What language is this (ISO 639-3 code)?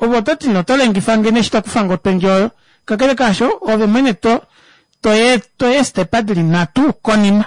kua